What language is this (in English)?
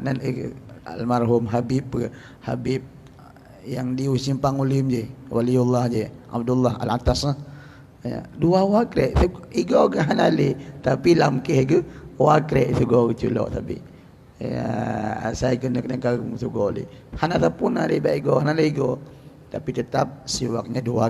Achinese